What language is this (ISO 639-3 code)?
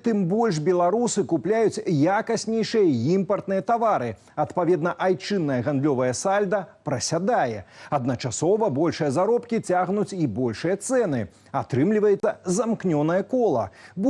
bel